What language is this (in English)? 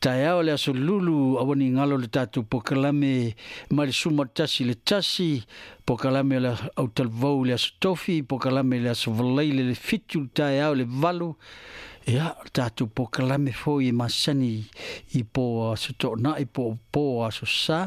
Samoan